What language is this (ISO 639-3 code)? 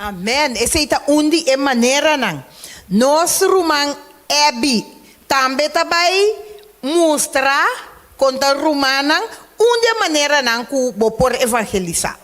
pap